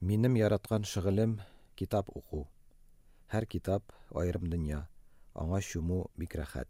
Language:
Tatar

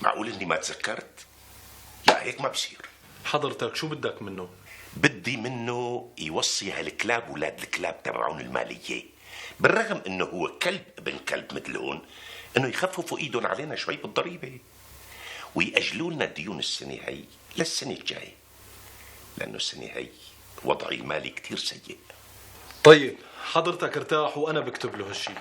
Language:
North Levantine Arabic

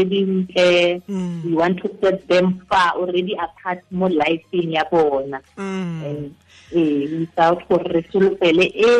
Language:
Tswana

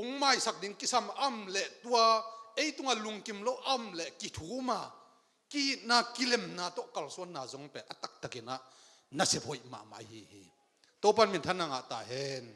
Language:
Tedim Chin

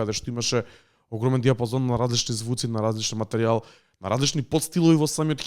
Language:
Macedonian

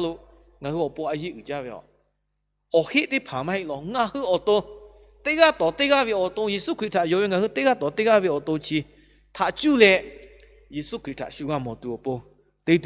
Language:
Lahu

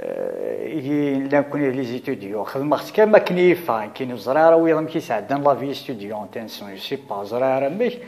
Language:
Kabyle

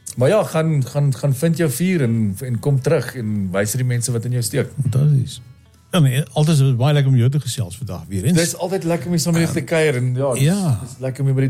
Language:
Afrikaans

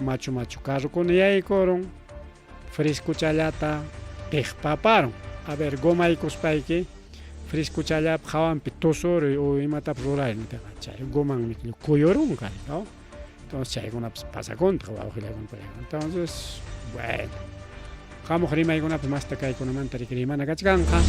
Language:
Ayacucho Quechua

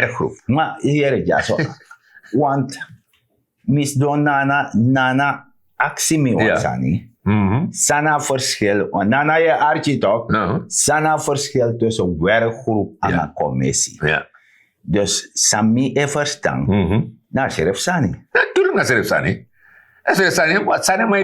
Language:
Sranan Tongo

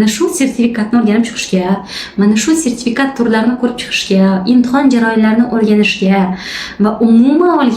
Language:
Uzbek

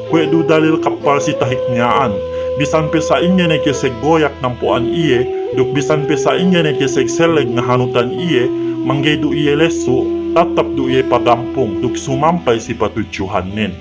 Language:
Yakan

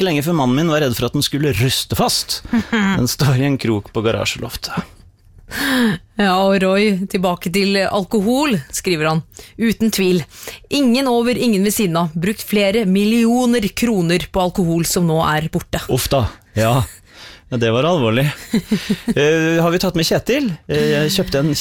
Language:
Norwegian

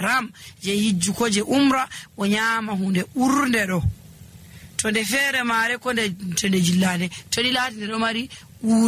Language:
Nigerian Fulfulde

